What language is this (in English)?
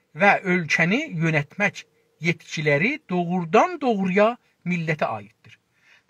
South Azerbaijani